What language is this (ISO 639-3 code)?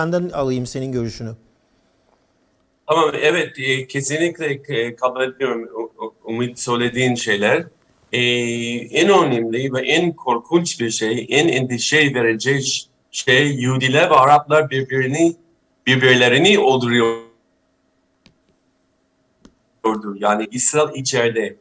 tur